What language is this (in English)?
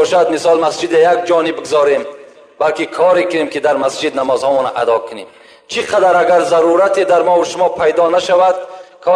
Tajik